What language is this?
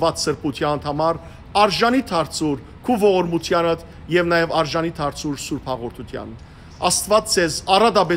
Western Armenian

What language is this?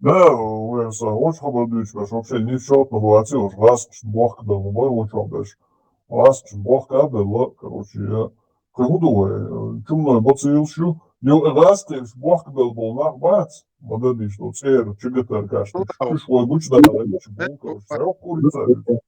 Chechen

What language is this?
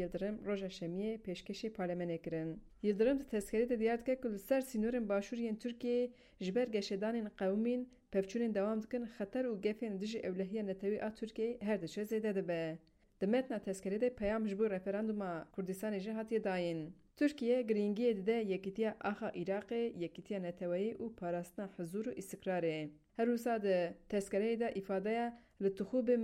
Kurdish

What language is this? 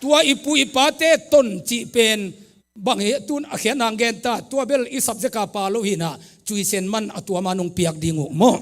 Tedim Chin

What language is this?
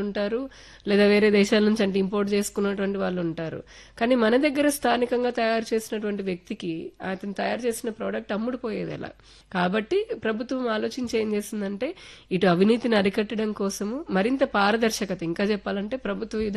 Telugu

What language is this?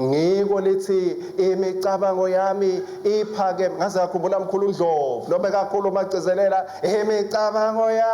Swati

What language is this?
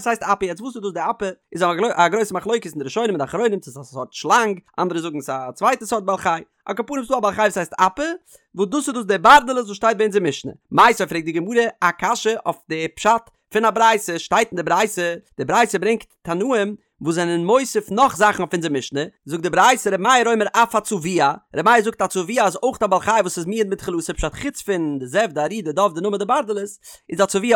Yiddish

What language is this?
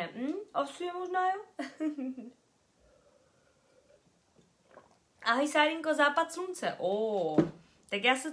Czech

